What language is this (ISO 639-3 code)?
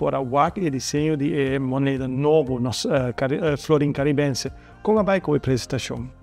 pap